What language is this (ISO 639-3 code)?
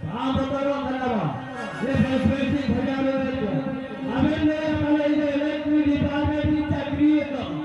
sat